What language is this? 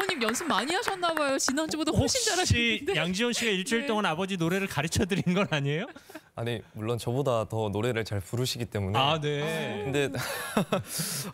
Korean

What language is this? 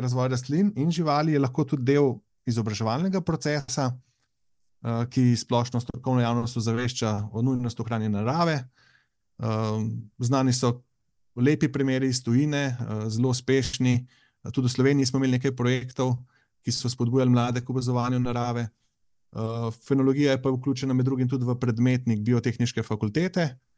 Slovenian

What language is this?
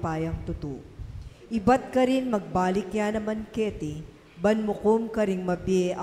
Pampanga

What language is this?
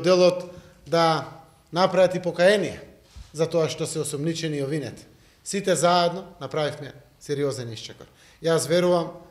Macedonian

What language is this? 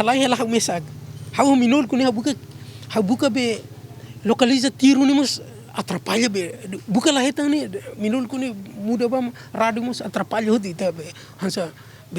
Tetum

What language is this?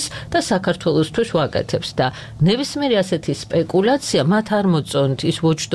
Georgian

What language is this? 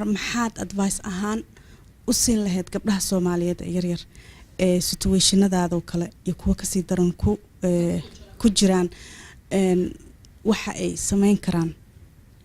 Somali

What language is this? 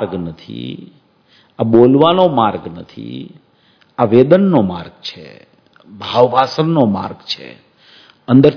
Gujarati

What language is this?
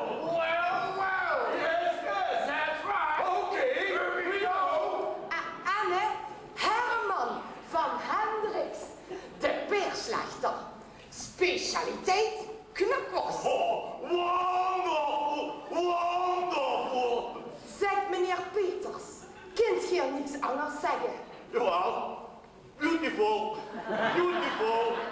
Limburgish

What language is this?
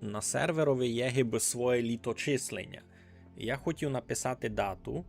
Rusyn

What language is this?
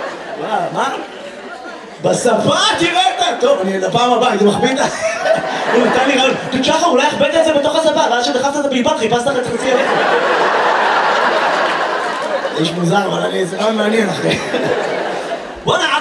Hebrew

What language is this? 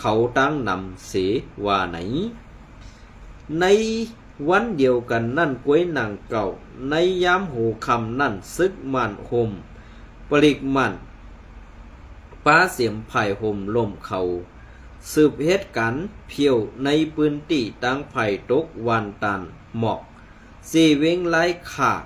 Shan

